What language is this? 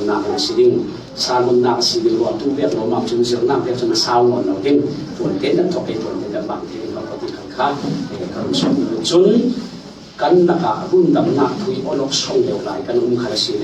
Falam Chin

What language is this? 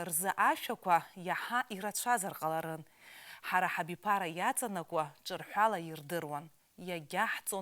Abkhazian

